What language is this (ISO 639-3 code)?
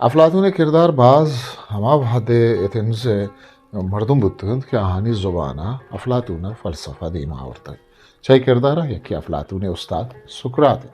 bgp